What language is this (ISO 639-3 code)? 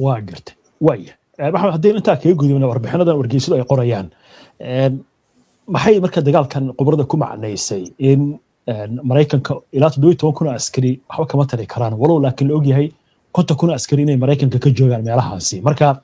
som